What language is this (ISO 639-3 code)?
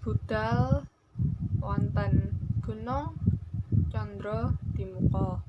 jav